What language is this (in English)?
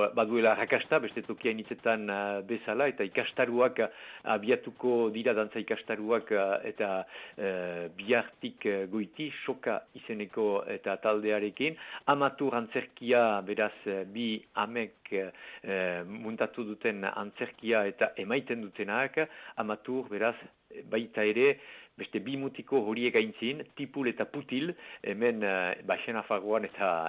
Basque